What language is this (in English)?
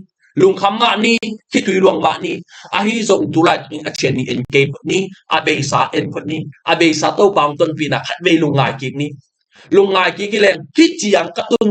Tedim Chin